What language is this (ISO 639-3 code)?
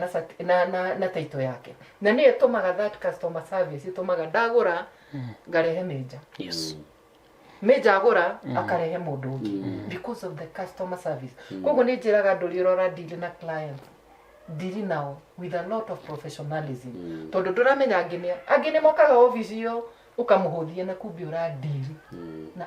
kik